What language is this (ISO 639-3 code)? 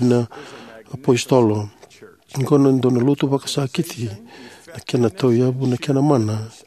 fij